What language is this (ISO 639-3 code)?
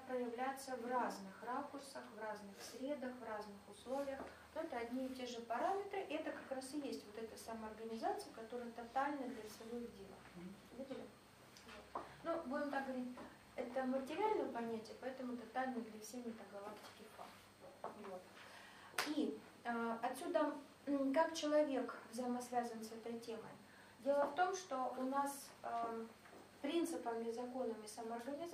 rus